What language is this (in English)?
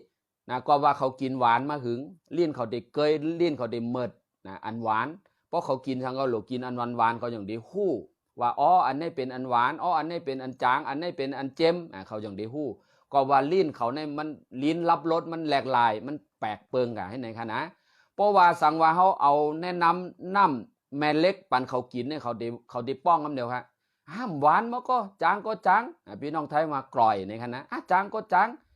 Shan